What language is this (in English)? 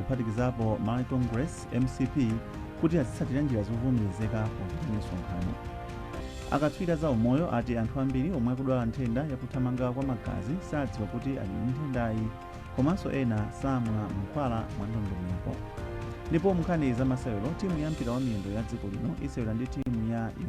Nyanja